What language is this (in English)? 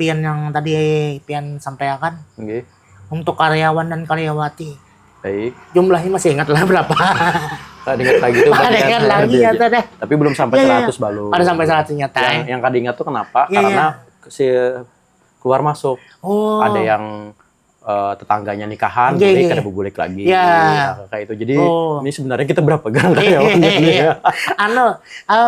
Banjar